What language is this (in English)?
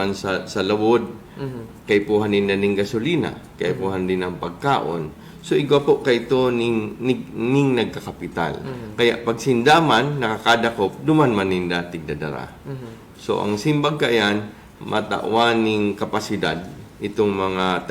Bikol